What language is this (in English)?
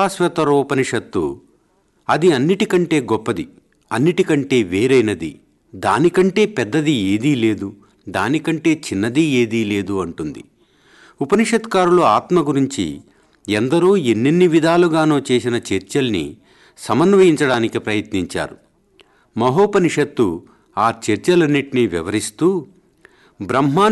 Telugu